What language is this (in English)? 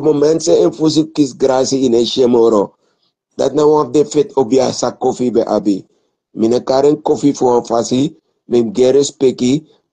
Sranan Tongo